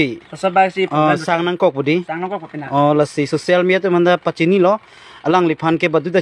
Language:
Karbi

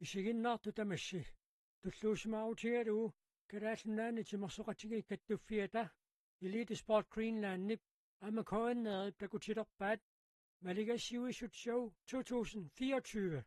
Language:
Kalaallisut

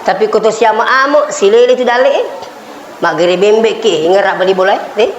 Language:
Buginese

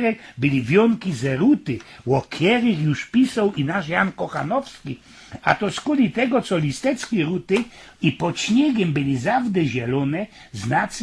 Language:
Silesian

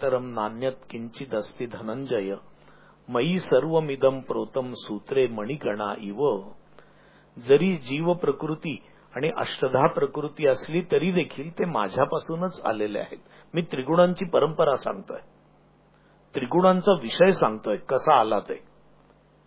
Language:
Marathi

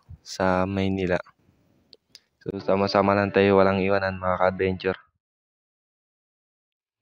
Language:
Filipino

